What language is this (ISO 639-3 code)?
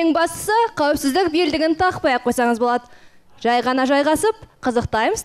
kaz